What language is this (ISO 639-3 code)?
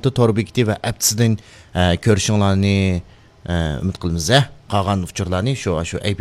uig